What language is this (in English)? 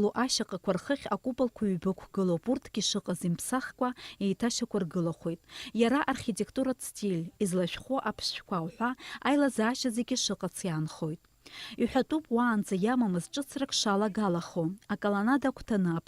Abkhazian